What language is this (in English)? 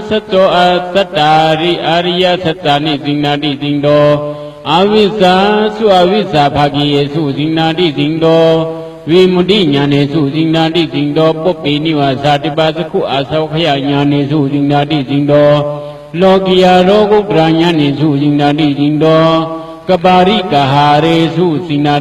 Shan